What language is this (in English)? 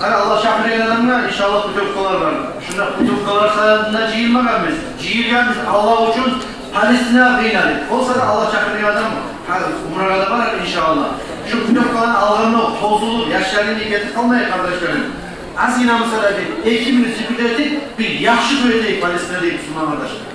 Kumyk